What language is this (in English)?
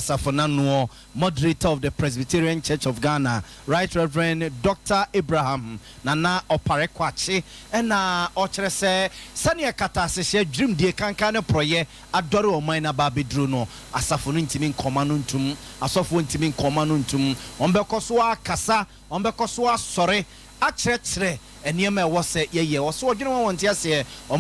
Akan